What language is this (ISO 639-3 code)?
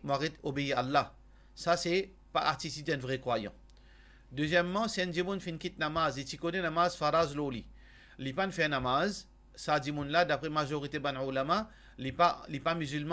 mfe